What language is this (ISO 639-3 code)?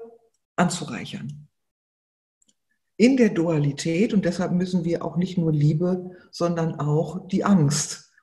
deu